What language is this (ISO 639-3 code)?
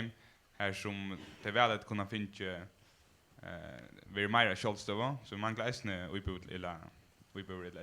fao